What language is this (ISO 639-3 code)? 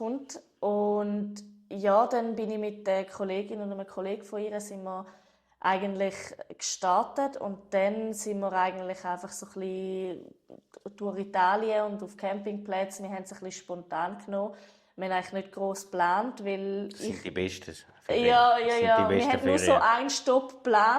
gsw